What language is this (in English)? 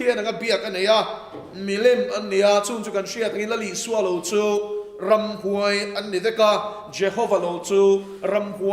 Mizo